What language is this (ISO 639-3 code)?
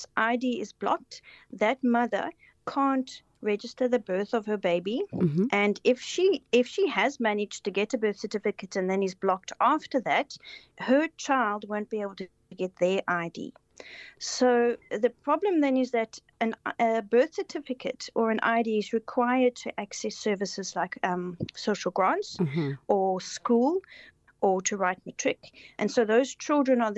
eng